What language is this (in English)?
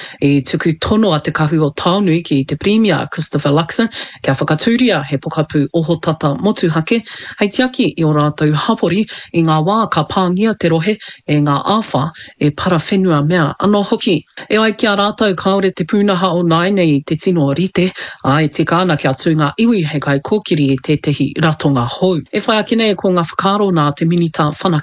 Māori